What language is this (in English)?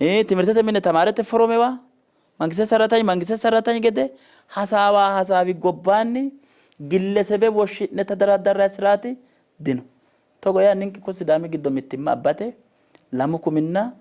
Sidamo